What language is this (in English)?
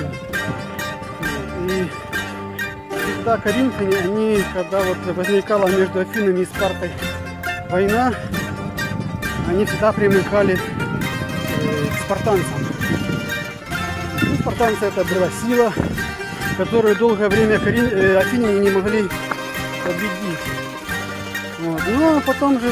Russian